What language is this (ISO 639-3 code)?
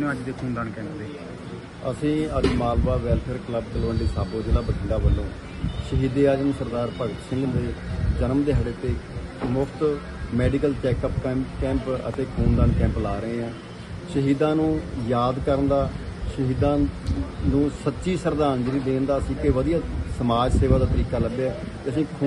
pan